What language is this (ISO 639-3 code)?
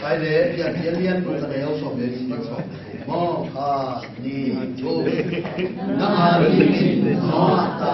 ctd